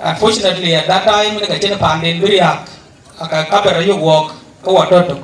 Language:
Dinka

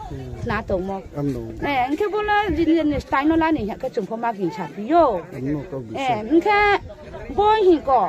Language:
Riang (India)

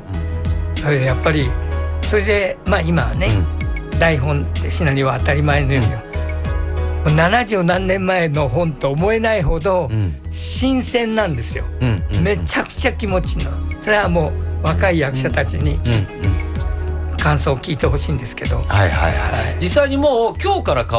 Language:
Japanese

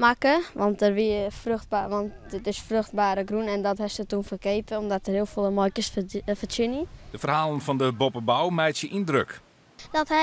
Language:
Western Frisian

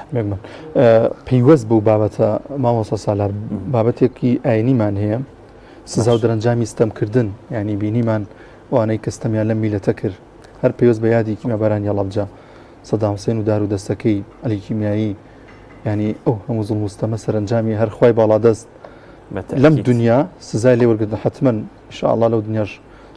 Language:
Central Kurdish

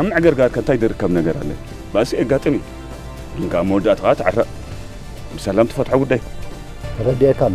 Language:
Tigrinya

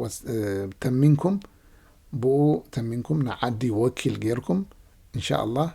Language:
Tigrinya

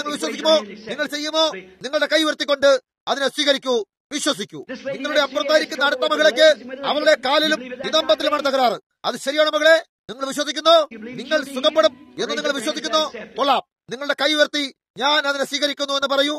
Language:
Malayalam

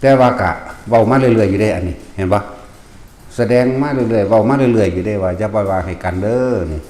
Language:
Northeastern Thai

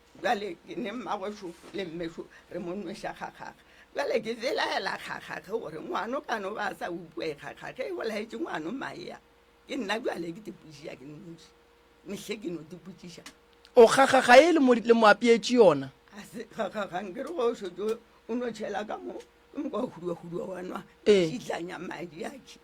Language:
Northern Sotho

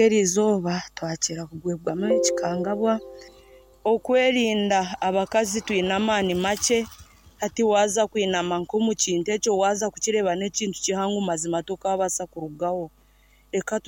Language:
Nyankole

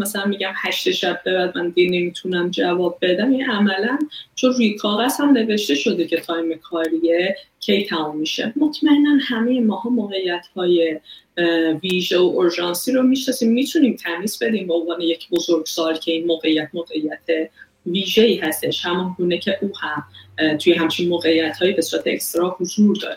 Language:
Persian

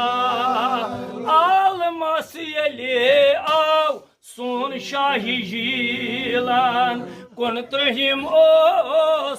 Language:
Kashmiri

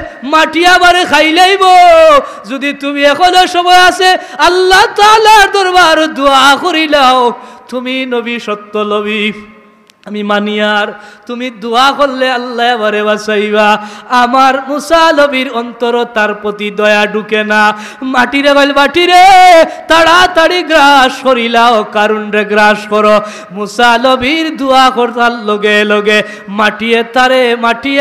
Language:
Sylheti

